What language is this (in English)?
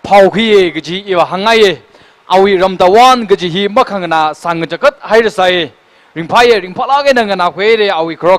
Tangkhul Naga (India)